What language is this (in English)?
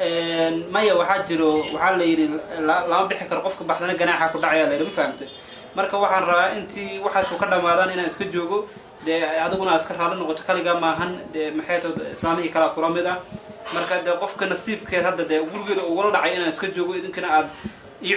Somali